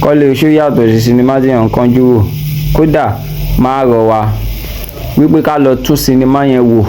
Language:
Yoruba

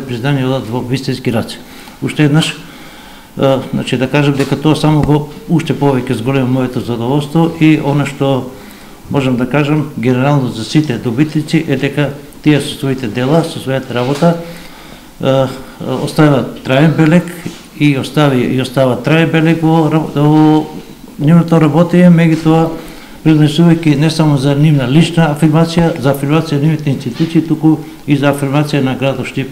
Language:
Macedonian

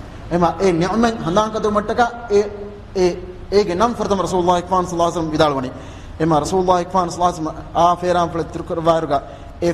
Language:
Divehi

